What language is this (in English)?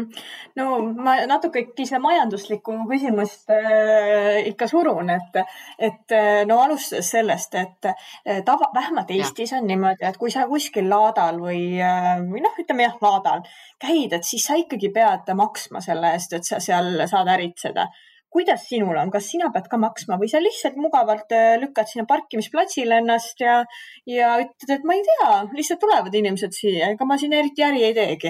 Estonian